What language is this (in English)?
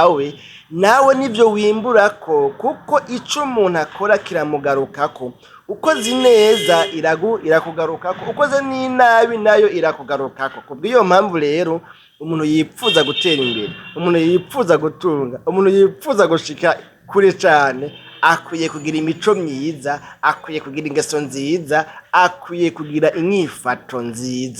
Rundi